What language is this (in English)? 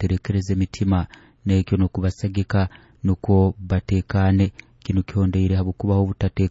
Nyoro